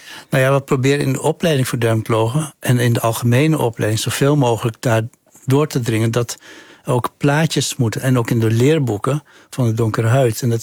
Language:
Dutch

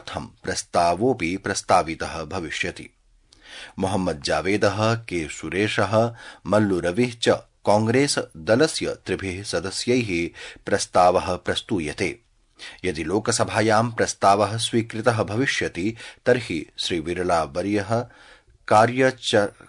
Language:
Sanskrit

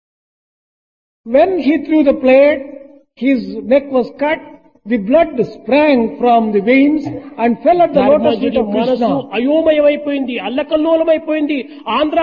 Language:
Telugu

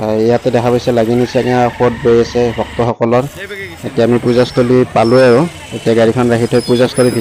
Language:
Assamese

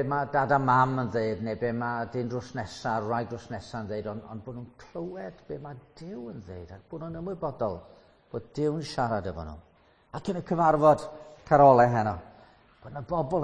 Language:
Welsh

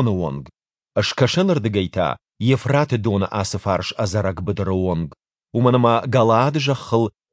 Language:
Ossetic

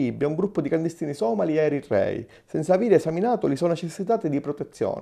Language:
Sicilian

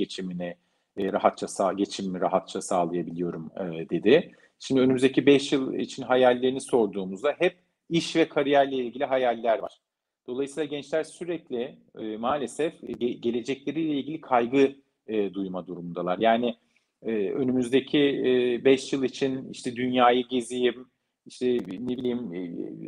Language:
Turkish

